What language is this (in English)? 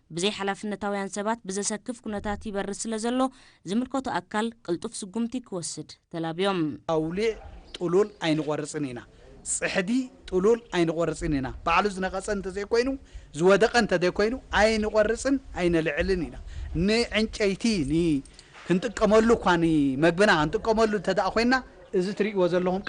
Tigrinya